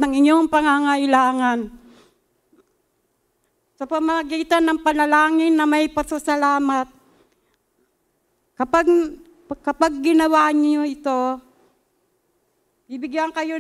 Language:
Filipino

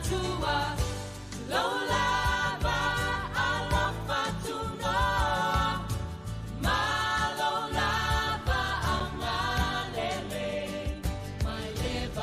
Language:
Samoan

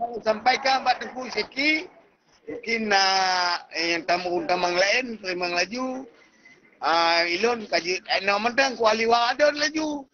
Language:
Achinese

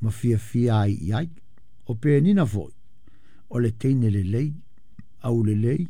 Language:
Samoan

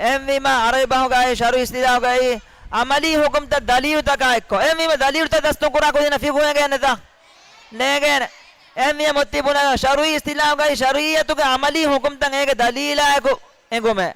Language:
Divehi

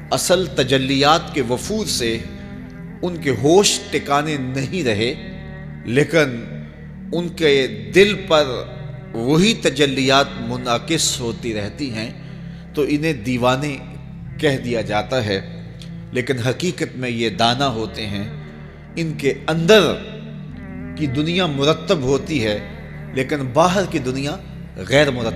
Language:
Urdu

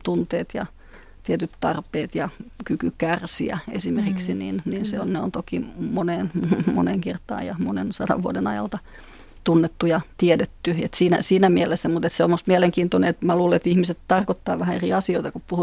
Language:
Finnish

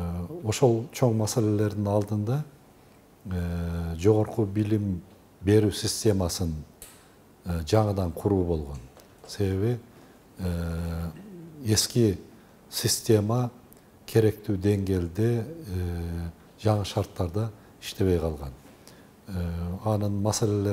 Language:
Kyrgyz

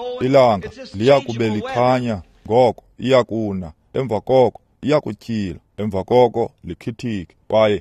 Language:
Xhosa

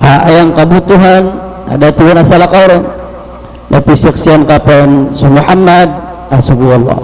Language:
Maranao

